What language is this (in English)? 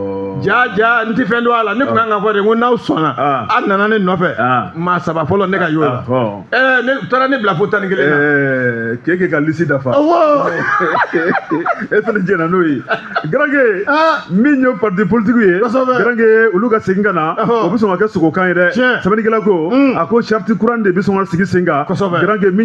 Bambara